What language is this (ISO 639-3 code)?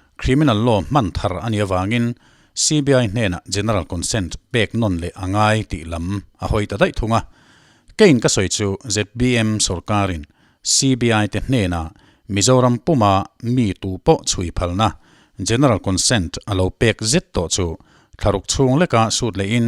lus